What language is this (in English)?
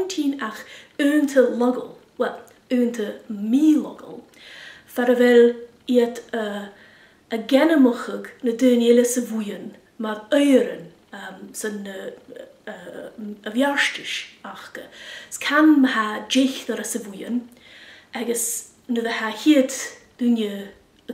Scottish Gaelic